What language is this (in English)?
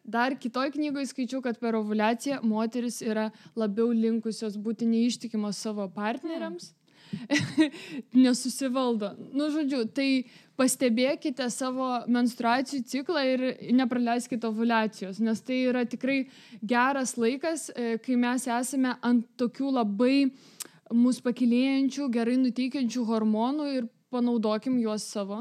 Lithuanian